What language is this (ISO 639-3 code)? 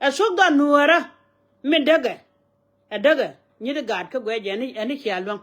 nus